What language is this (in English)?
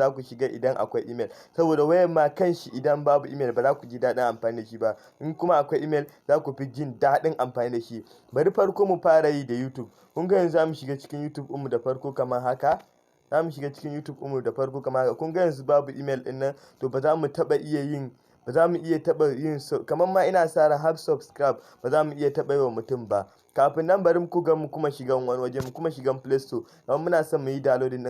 Hausa